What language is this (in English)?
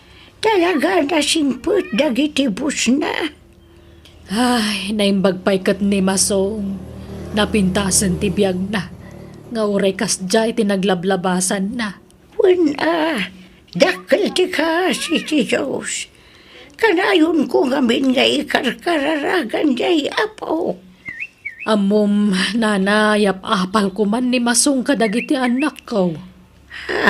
Iloko